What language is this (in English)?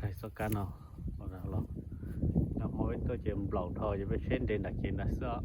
Hmong